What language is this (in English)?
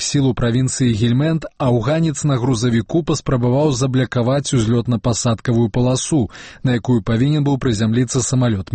Belarusian